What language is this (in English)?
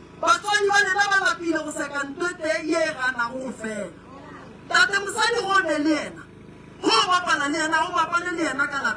Northern Sotho